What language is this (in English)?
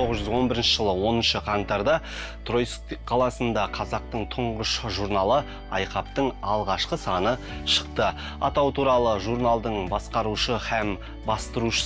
Kazakh